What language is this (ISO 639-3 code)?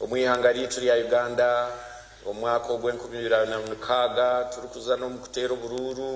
nyn